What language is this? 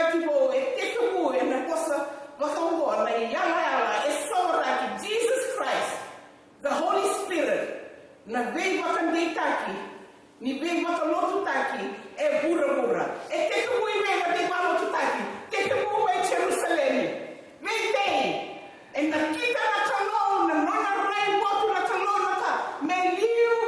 Fijian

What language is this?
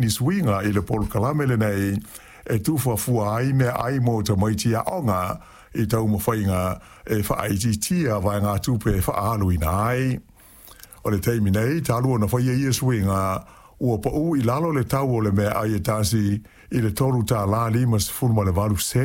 Samoan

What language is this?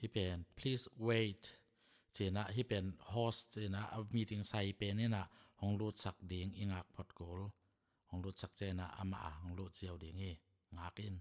Tedim Chin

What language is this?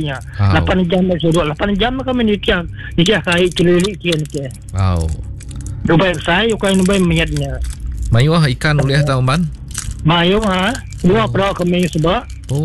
Iban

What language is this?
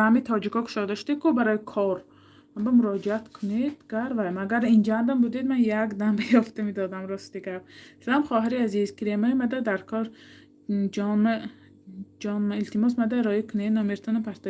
Tajik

